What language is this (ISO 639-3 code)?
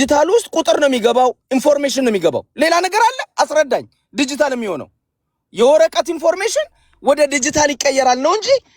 amh